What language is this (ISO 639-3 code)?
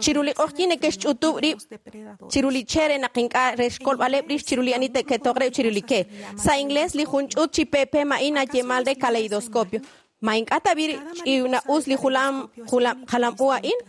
kek